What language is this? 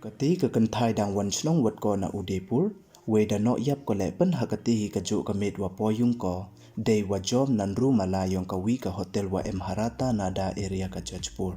Pnar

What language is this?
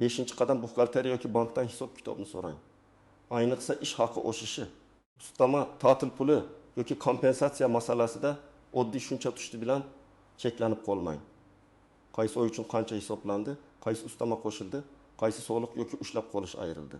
Uzbek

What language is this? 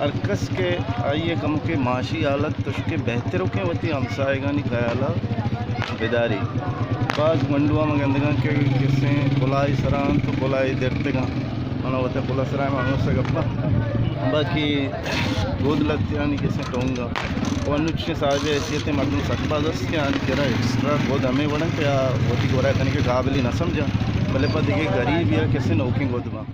Baluchi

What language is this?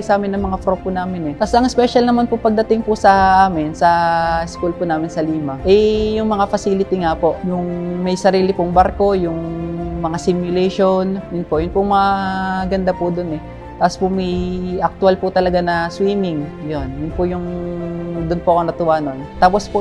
Filipino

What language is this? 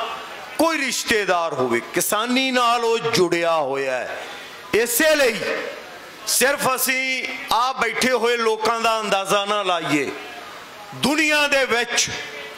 Punjabi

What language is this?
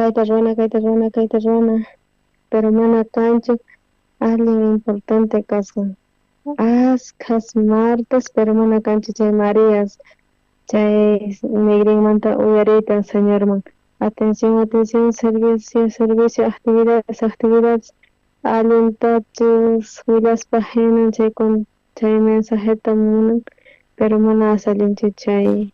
South Bolivian Quechua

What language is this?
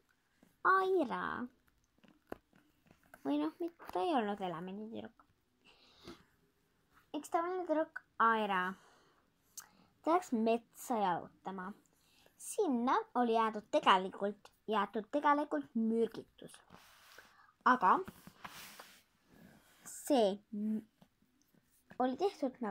Estonian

